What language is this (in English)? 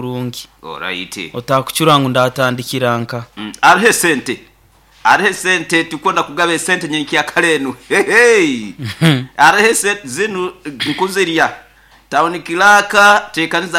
Nyoro